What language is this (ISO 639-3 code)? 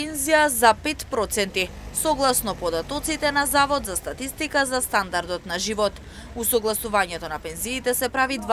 mkd